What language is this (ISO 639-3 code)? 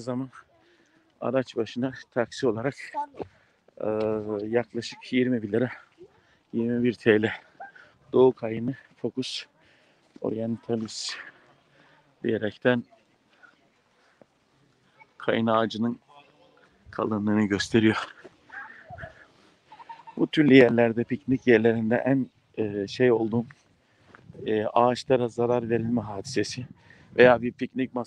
tur